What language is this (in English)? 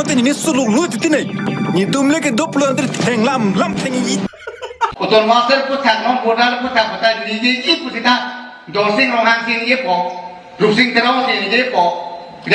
Karbi